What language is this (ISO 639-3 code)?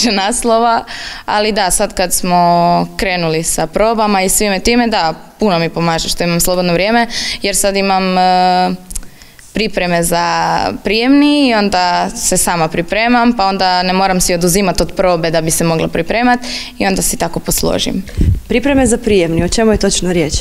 hrv